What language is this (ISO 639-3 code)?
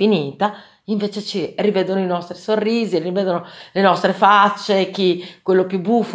ita